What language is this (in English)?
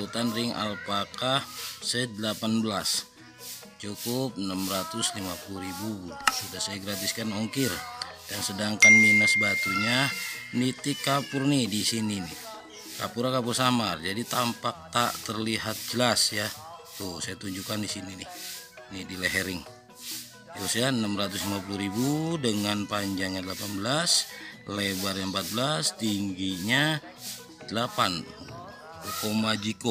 Indonesian